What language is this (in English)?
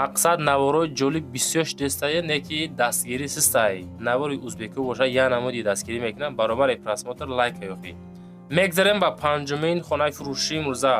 Tajik